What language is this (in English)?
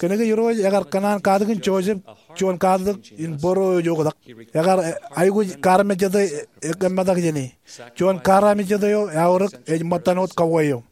Marshallese